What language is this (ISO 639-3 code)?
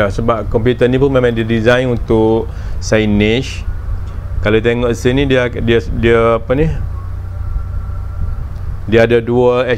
msa